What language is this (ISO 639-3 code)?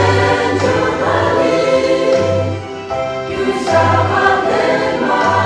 yim